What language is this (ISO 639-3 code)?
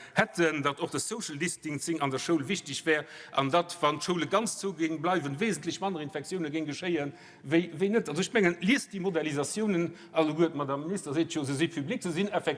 ltz